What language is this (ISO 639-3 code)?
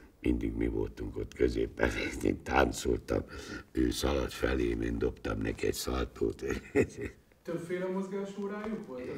hun